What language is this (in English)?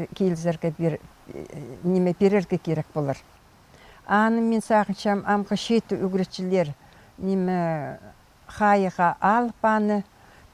Khakas